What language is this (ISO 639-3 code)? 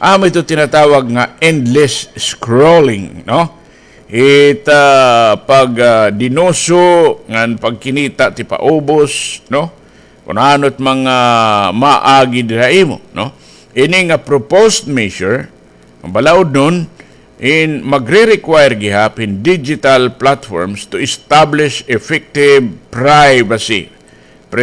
war